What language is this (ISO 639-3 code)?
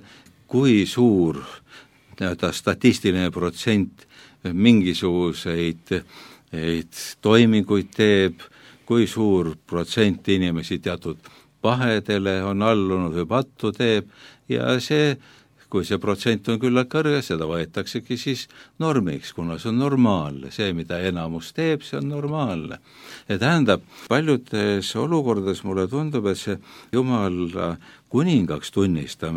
est